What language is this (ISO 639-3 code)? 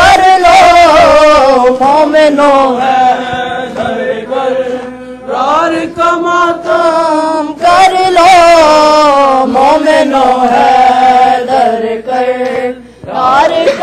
urd